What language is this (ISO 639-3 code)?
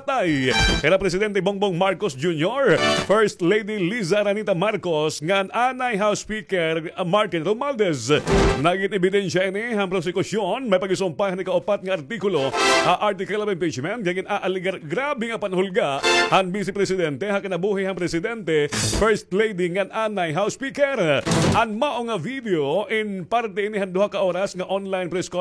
war